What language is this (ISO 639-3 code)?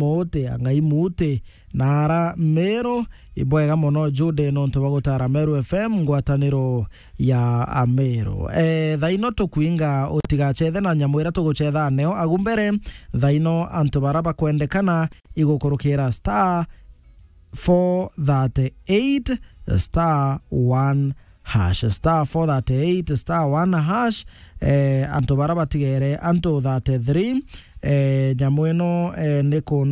mer